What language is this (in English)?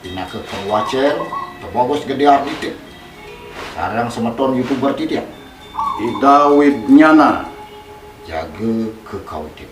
Balinese